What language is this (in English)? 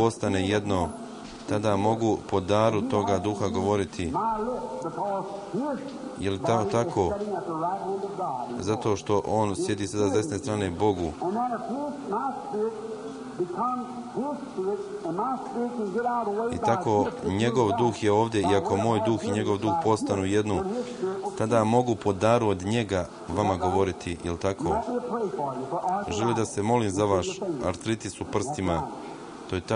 Croatian